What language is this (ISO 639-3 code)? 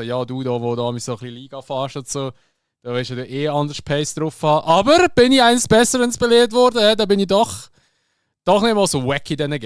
gsw